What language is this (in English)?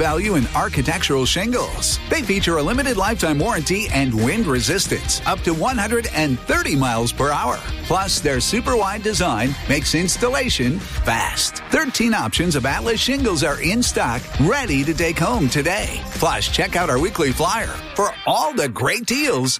English